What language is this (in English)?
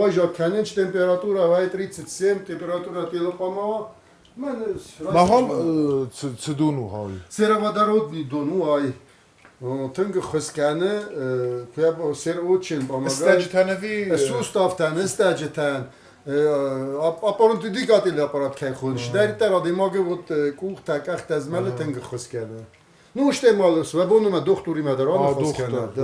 Ossetic